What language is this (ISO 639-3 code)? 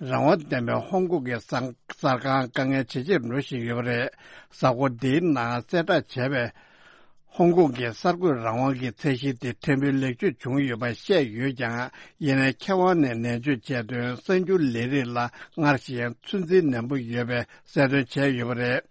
bod